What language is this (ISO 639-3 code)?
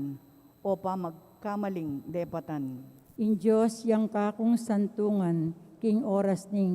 pam